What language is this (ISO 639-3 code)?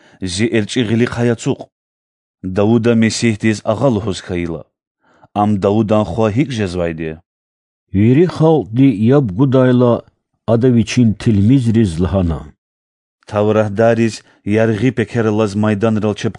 lez